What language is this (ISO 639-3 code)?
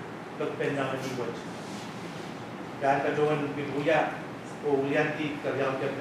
pon